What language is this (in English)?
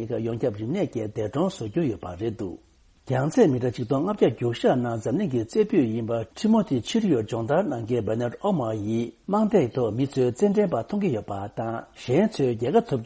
Tibetan